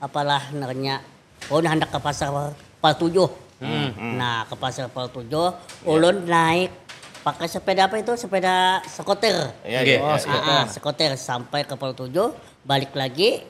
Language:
Banjar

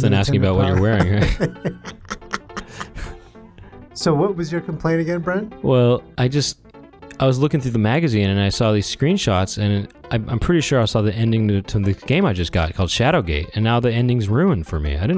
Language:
English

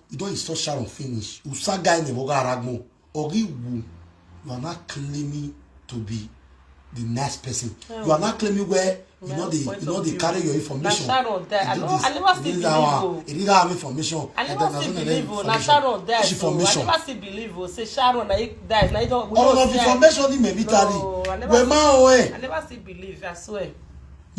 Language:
Nigerian Pidgin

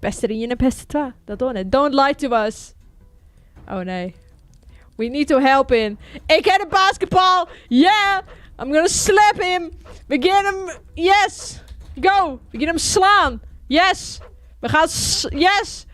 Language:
Western Frisian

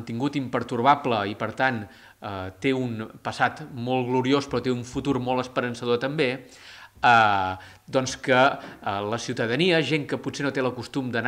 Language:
Catalan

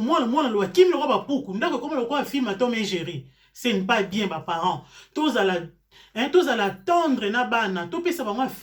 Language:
Lingala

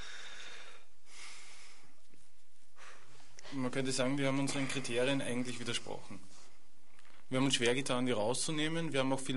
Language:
German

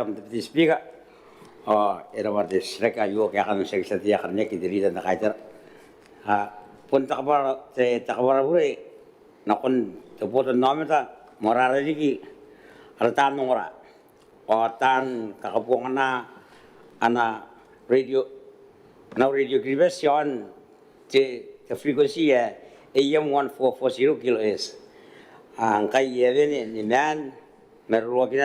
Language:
Gilbertese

